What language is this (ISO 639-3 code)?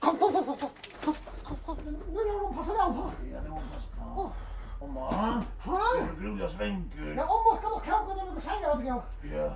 fao